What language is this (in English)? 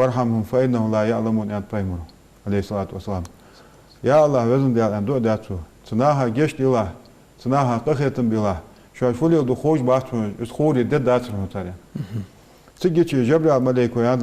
Ingush